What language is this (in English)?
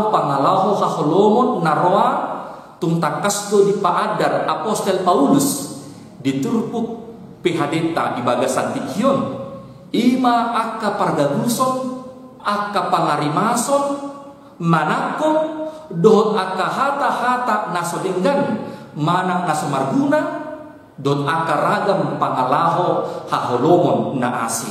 Batak Toba